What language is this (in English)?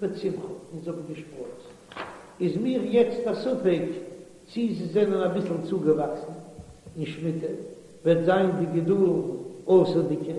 Yiddish